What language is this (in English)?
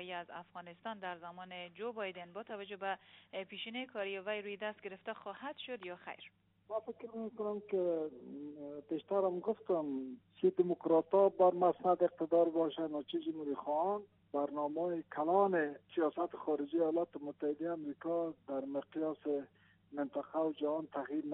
Persian